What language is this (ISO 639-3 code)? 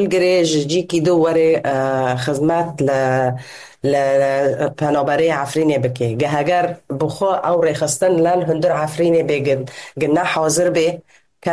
kur